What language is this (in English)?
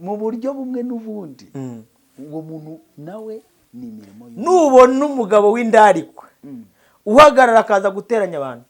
Kinyarwanda